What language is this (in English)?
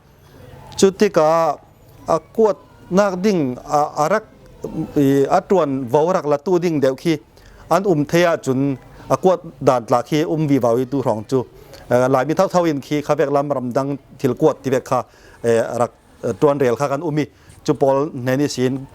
Falam Chin